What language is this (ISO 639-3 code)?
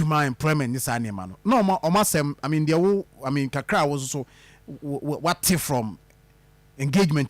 aka